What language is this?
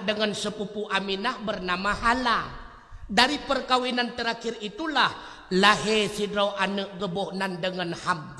Achinese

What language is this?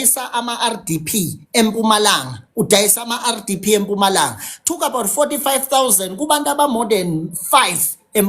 Zulu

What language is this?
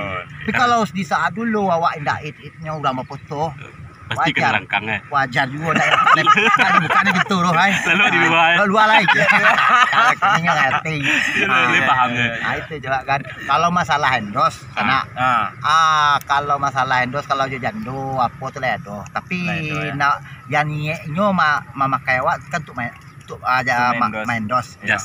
Minangkabau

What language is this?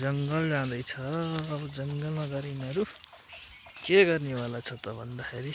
Nepali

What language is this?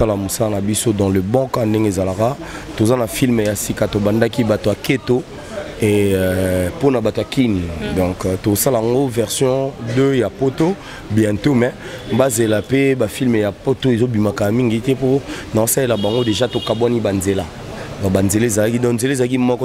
Lingala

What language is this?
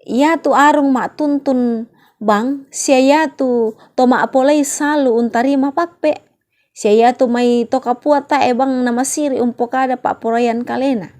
Toraja-Sa'dan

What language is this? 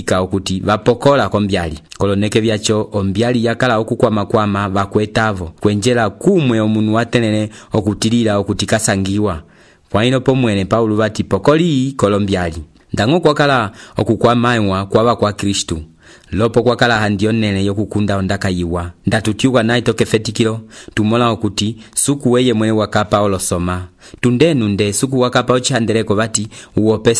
Umbundu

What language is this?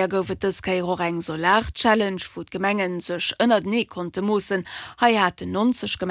Luxembourgish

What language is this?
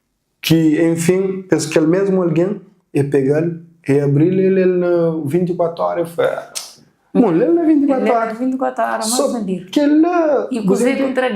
Kabuverdianu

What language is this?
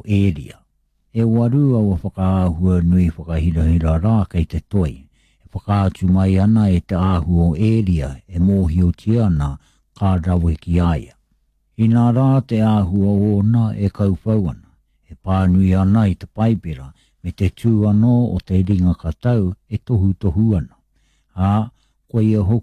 Māori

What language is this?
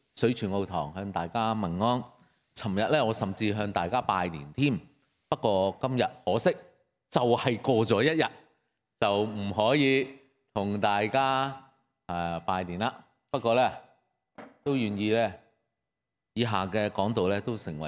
Cantonese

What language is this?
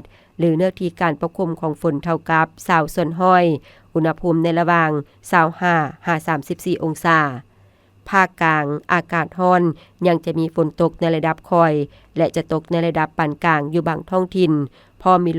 Lao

